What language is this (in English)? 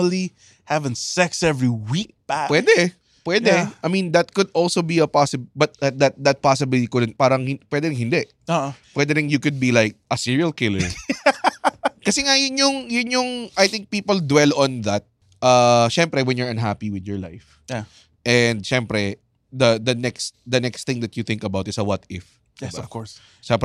Filipino